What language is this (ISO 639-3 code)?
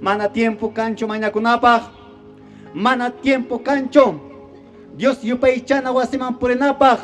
que